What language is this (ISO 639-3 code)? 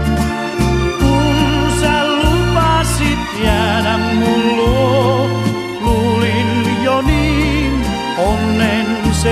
fin